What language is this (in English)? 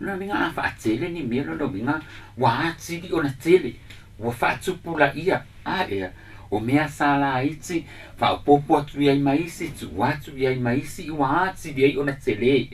Samoan